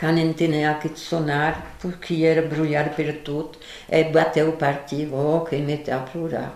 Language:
Occitan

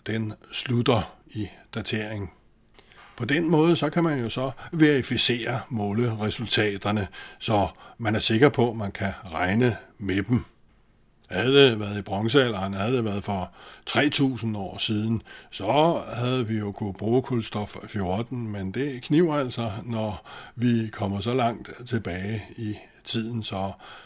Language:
Danish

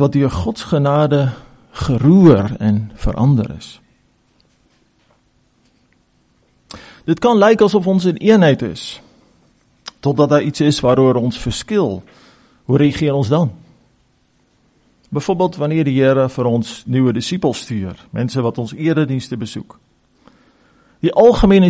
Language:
Afrikaans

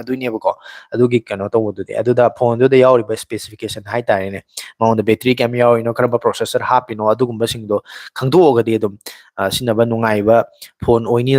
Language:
Manipuri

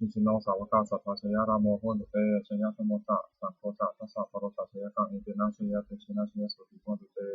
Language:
Pali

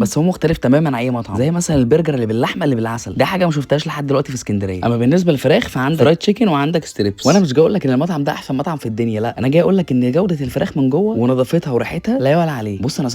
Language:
Egyptian Arabic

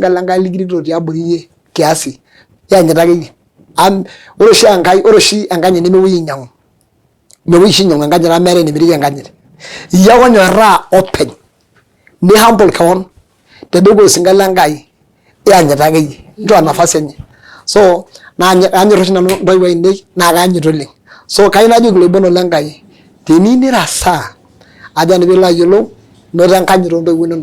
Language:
Masai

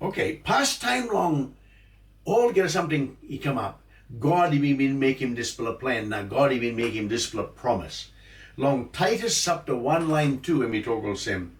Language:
Tok Pisin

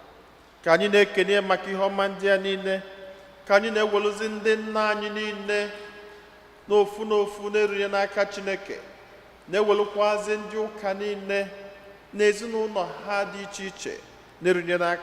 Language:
Igbo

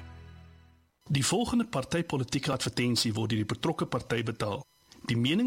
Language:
Afrikaans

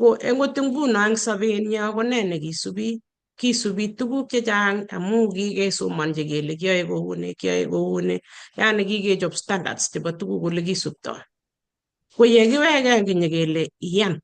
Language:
Kalenjin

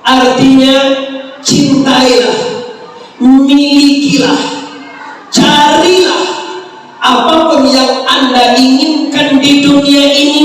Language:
Minangkabau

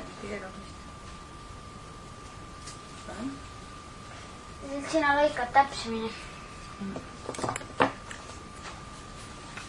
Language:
Estonian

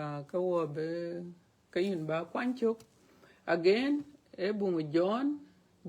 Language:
Dinka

